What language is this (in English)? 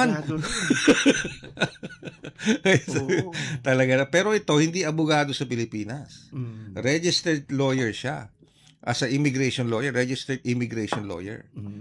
Filipino